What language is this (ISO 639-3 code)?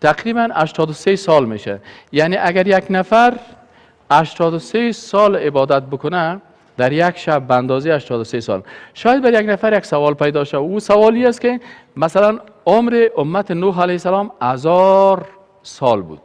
fas